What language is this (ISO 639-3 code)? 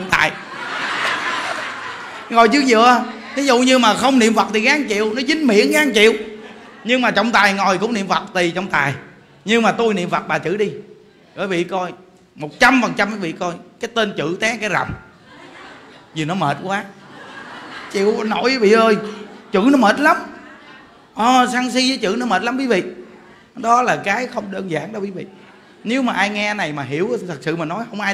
vie